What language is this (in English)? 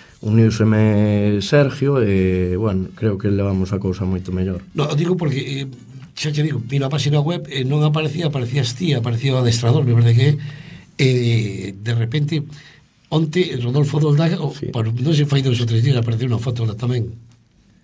Galician